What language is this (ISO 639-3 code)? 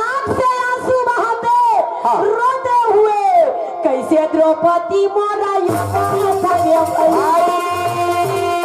hne